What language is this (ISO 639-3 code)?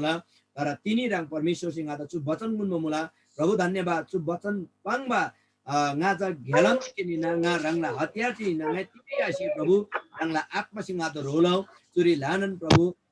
taj